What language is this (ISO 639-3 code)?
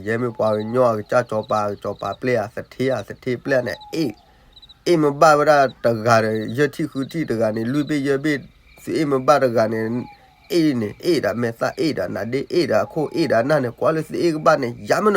ksw